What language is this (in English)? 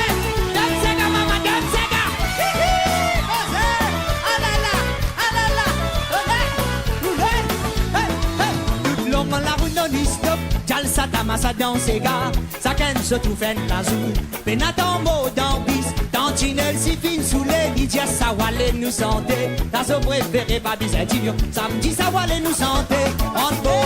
Morisyen